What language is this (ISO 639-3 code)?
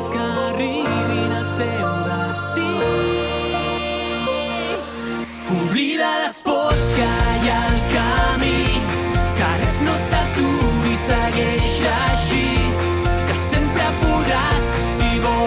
cat